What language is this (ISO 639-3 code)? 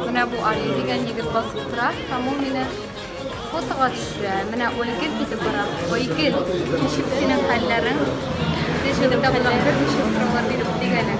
tat